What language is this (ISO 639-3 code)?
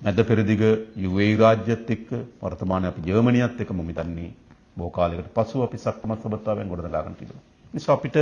sin